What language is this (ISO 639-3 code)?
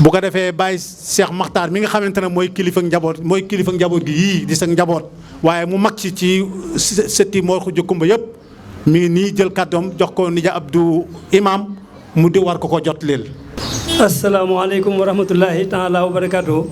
wol